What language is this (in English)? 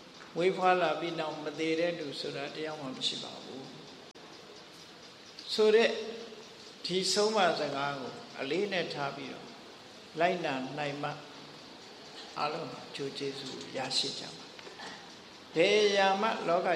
Burmese